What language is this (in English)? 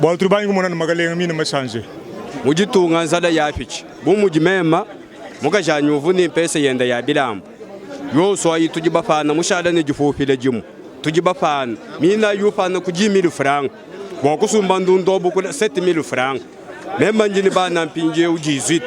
Luba-Lulua